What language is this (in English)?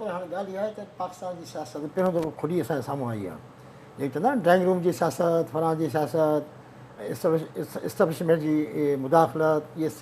Sindhi